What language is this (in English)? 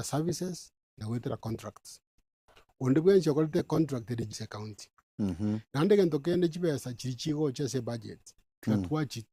Gusii